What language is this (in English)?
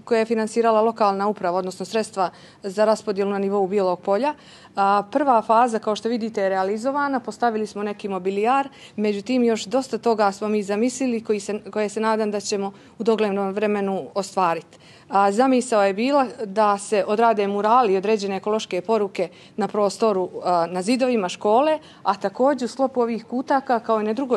Serbian